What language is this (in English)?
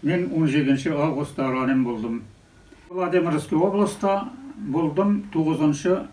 Bashkir